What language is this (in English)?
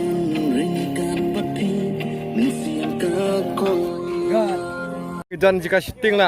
Khasi